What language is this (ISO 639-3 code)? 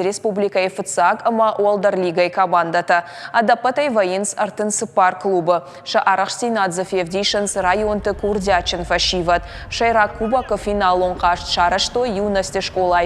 oss